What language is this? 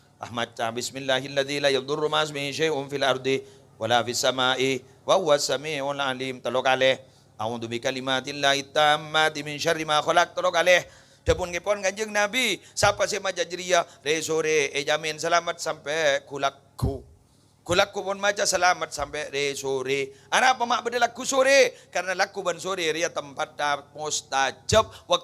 Madurese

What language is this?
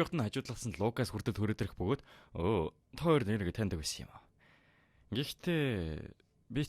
Mongolian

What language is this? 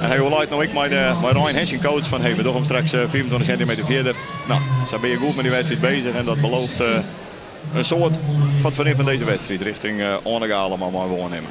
Western Frisian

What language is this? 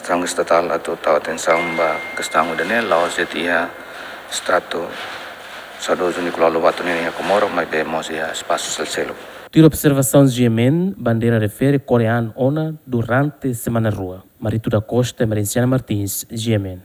Tetum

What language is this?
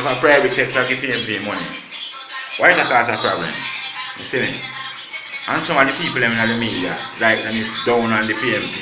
Jamaican Creole English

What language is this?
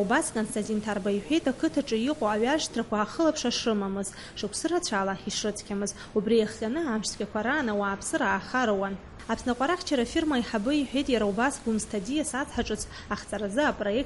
Abkhazian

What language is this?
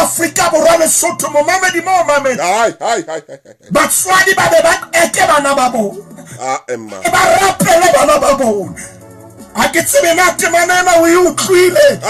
Southern Sotho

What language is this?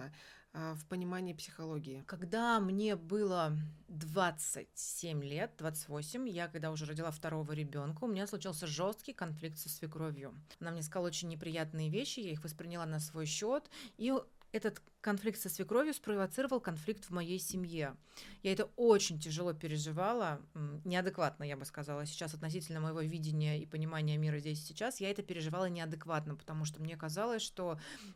Russian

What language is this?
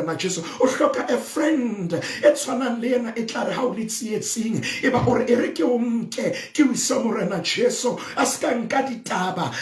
Southern Sotho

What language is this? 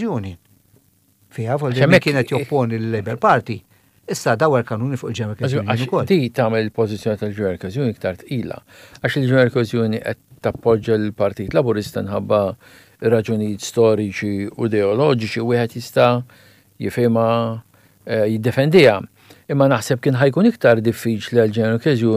Maltese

